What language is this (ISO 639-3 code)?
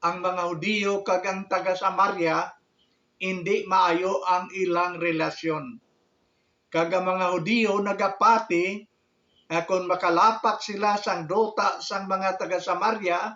hil